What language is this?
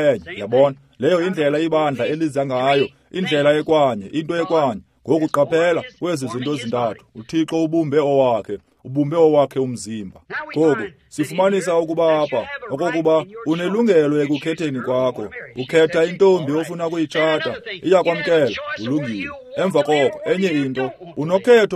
Xhosa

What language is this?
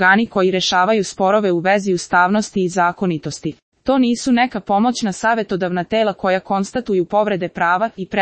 Serbian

